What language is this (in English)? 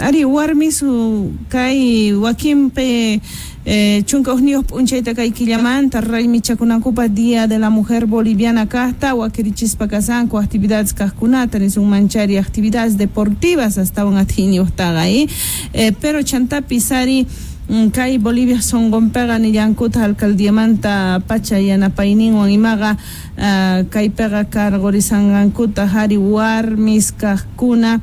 Quechua